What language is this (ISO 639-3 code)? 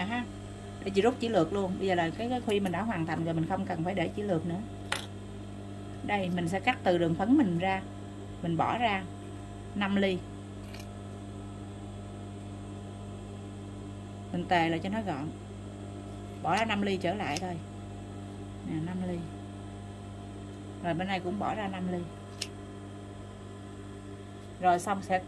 vie